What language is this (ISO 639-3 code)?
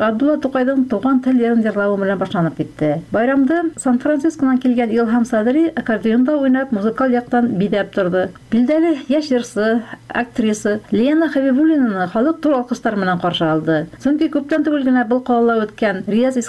tat